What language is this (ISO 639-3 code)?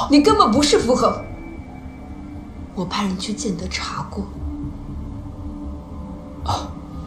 zho